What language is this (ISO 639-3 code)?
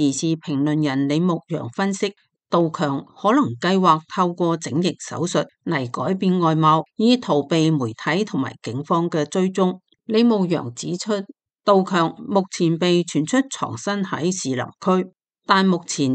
yue